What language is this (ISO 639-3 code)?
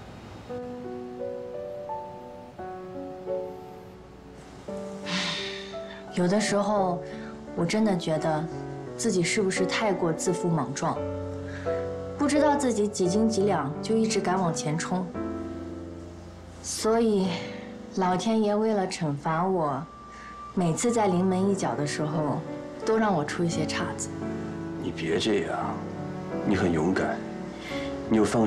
zho